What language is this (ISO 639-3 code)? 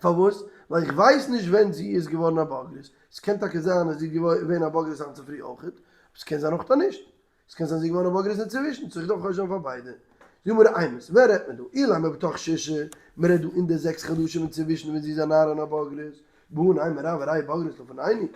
yid